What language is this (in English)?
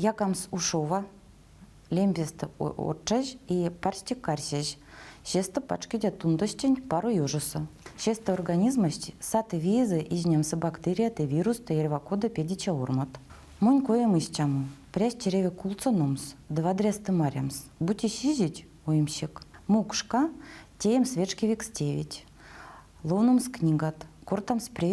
Erzya